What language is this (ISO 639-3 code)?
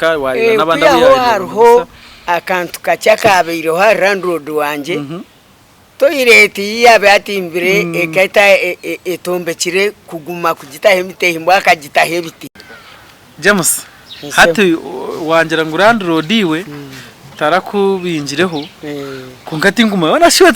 nyn